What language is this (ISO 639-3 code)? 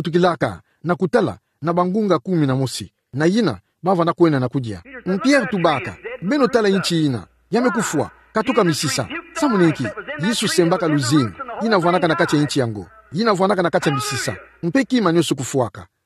ktu